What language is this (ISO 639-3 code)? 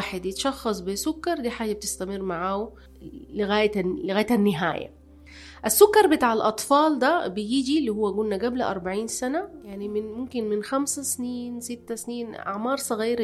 apd